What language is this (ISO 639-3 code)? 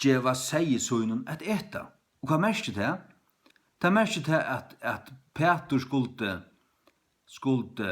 fao